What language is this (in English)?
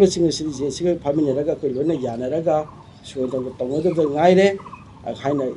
Manipuri